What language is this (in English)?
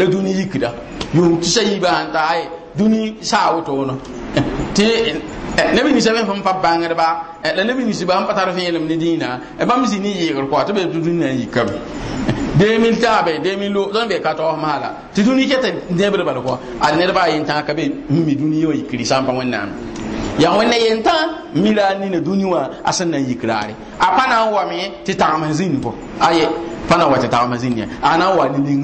Mossi